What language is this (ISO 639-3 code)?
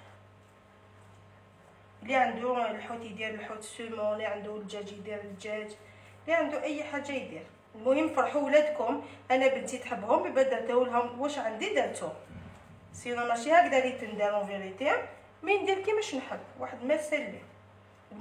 arq